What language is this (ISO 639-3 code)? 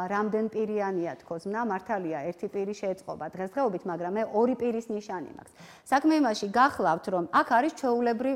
kat